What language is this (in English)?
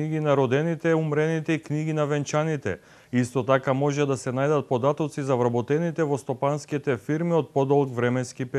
Macedonian